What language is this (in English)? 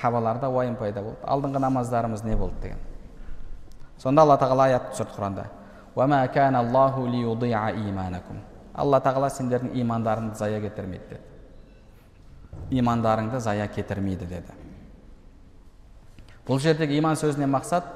Kazakh